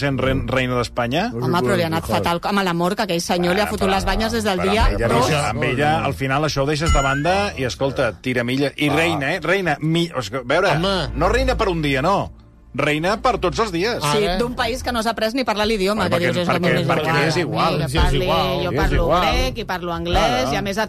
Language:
Catalan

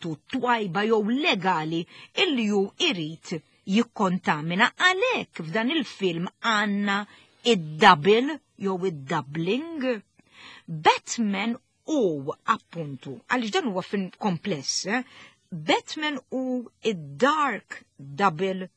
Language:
Maltese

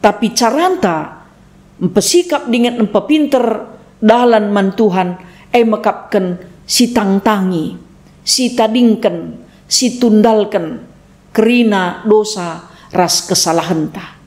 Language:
Batak Karo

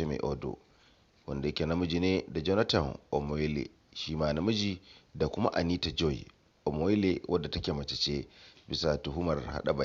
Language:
Hausa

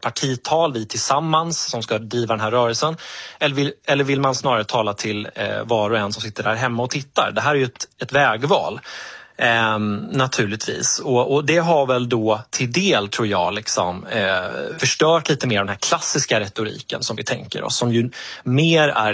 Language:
Swedish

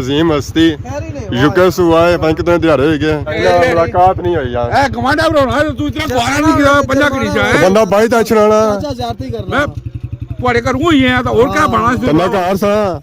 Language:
Pahari-Potwari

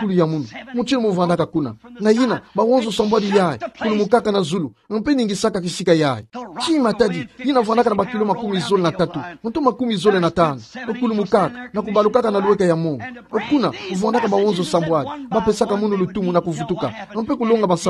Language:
Kituba (Democratic Republic of Congo)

